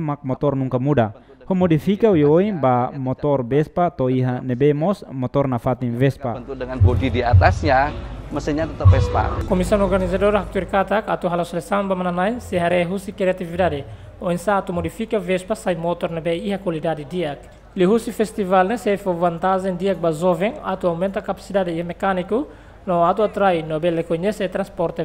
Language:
Tetum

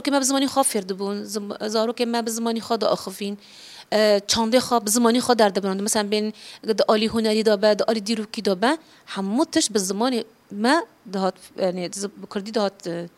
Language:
Kurdish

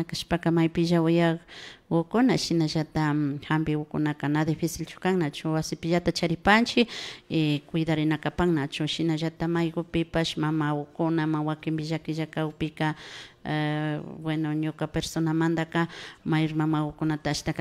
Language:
Imbabura Highland Quichua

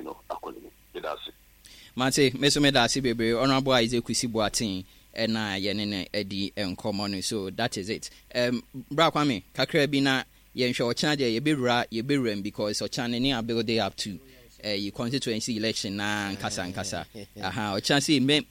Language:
Akan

